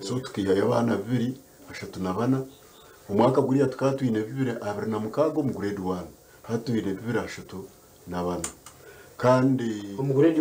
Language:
Nyankole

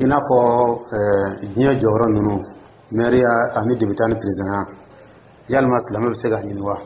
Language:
Dyula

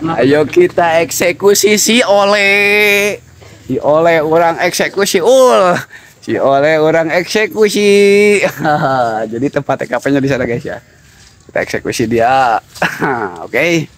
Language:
Sundanese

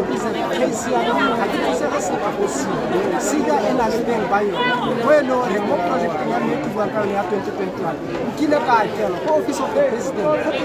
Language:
Tswana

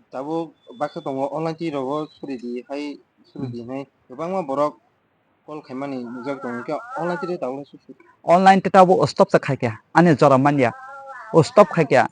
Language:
Kok Borok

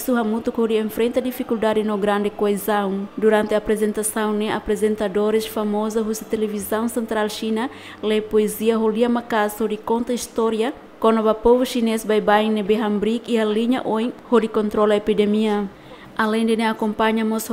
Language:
Tetum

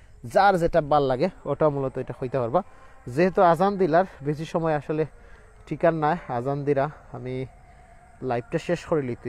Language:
Sylheti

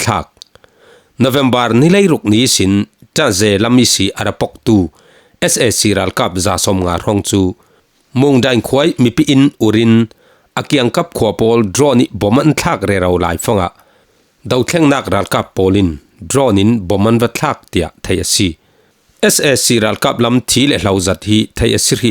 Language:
Falam Chin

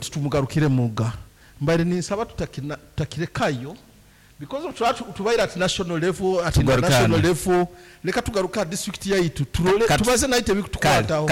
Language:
Nyankole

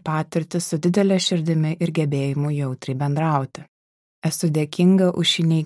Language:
Lithuanian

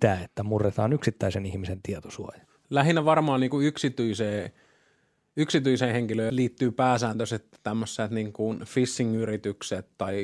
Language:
Finnish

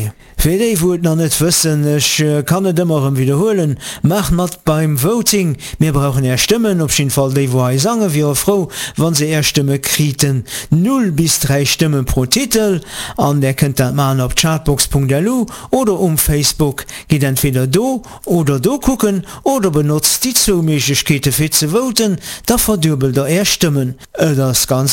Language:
Luxembourgish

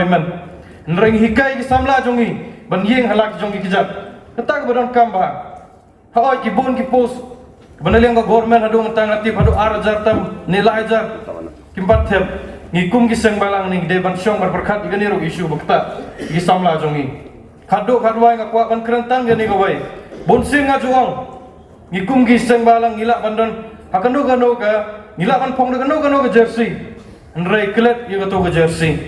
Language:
Khasi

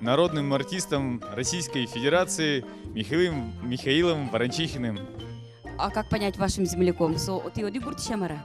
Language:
Udmurt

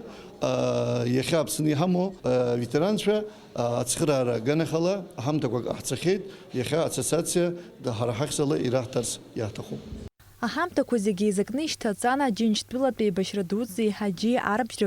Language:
Abkhazian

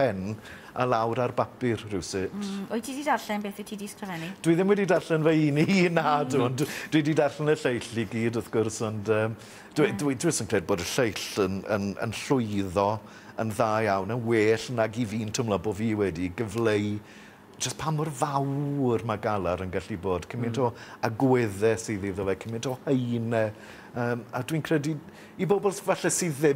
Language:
Welsh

